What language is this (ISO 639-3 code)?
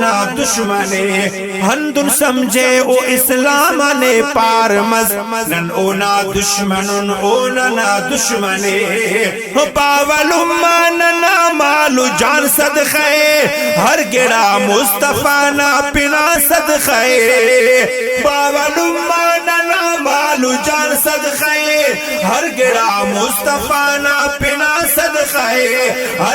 brh